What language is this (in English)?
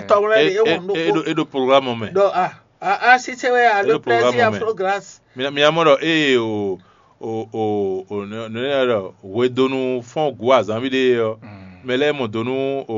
Fon